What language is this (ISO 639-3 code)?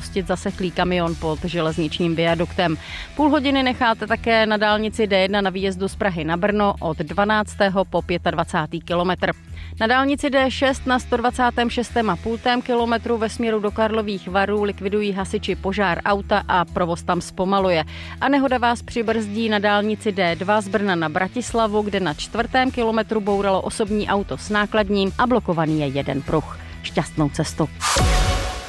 ces